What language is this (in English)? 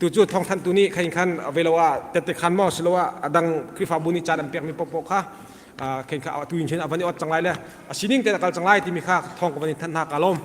Hakha Chin